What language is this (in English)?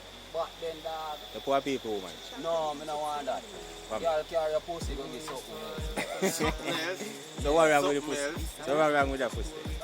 Jamaican Creole English